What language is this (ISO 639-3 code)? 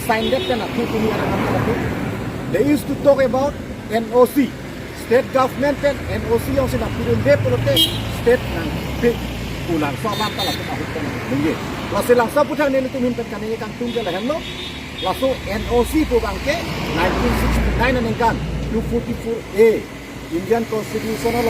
mjw